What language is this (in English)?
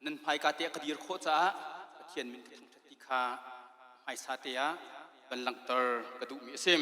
Hakha Chin